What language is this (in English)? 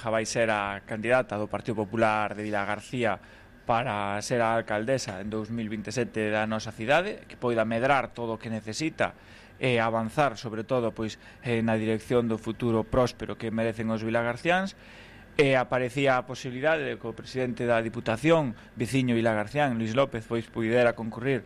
Galician